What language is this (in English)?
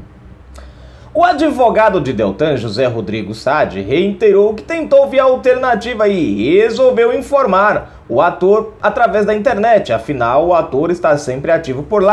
Portuguese